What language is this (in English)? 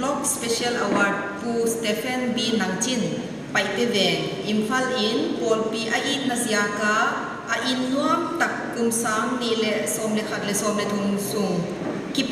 Paite Chin